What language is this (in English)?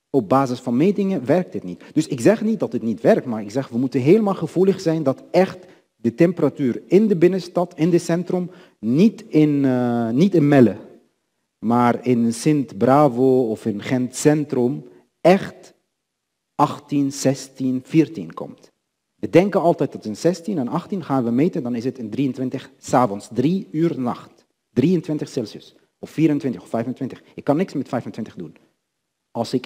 Dutch